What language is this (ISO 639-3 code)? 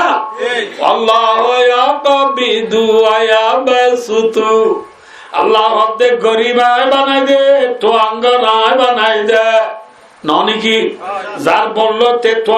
rhg